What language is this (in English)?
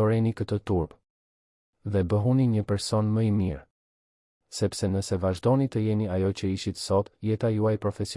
Albanian